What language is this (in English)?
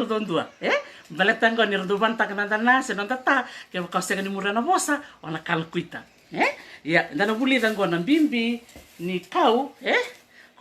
Fijian